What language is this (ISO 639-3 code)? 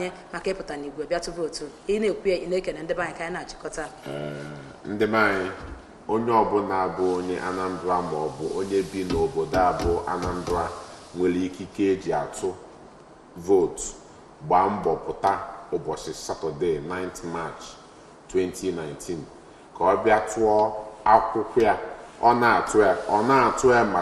ibo